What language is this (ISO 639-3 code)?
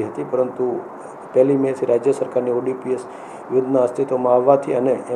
guj